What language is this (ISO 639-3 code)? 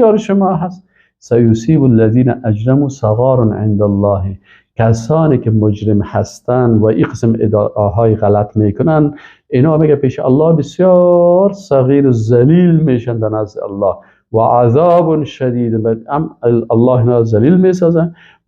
fas